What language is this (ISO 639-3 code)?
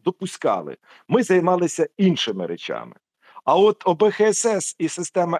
ukr